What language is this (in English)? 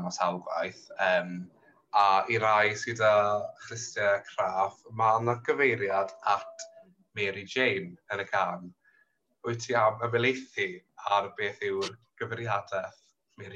Welsh